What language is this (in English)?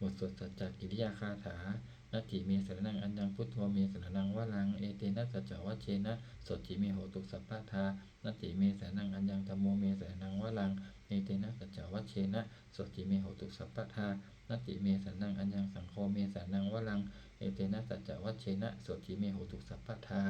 Pali